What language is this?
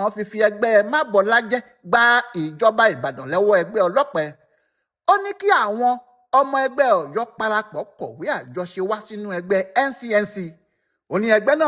Yoruba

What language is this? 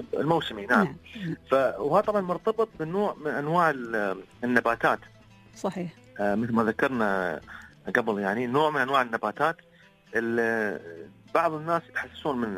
Gulf Arabic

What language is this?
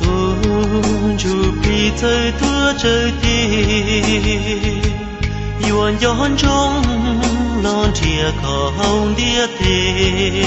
Hmong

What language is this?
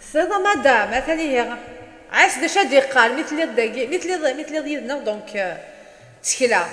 Kabyle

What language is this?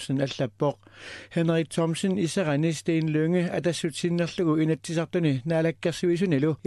Kalaallisut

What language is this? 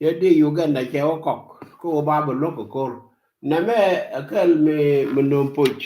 Nuer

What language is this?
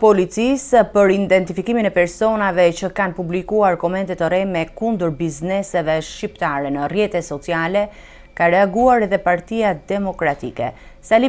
Albanian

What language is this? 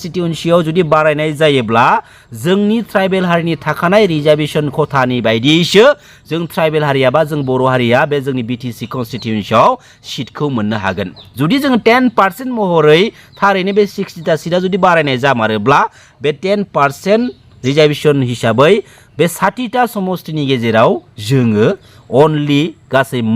Bodo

